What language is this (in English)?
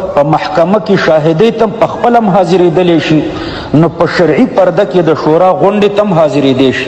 Pashto